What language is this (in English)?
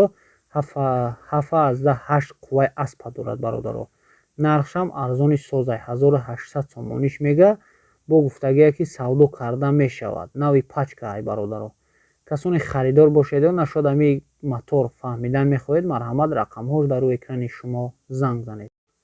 Tajik